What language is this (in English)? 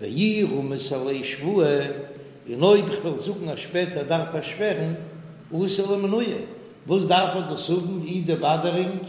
Yiddish